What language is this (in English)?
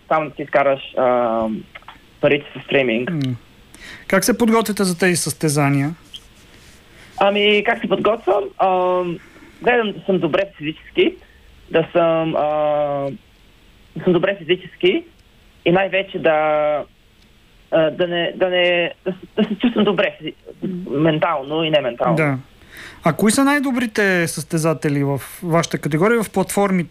Bulgarian